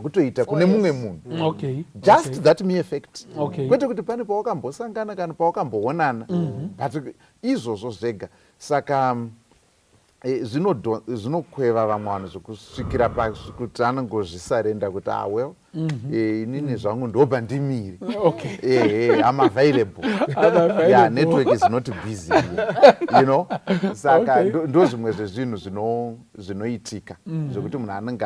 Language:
Shona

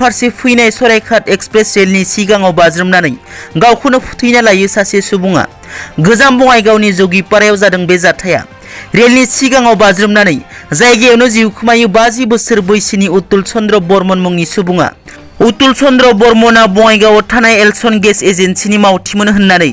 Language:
Bodo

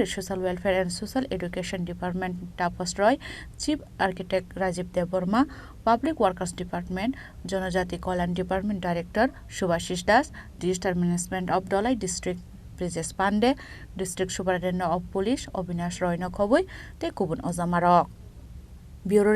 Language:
Kok Borok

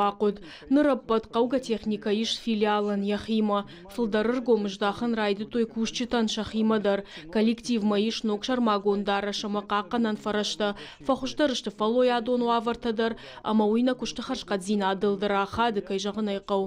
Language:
Ossetic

